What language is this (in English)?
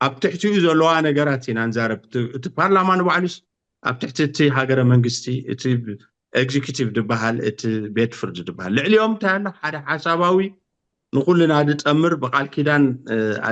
Tigrinya